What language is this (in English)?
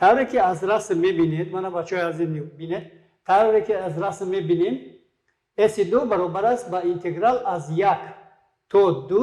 Tajik